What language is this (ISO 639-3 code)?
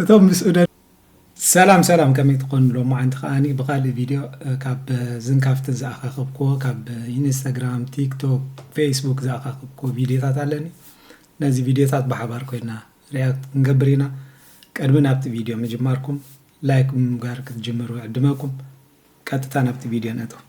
tir